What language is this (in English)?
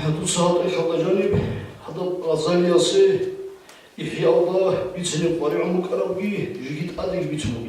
Avaric